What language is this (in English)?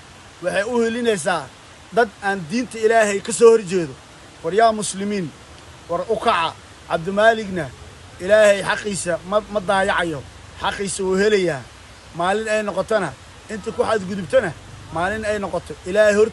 Somali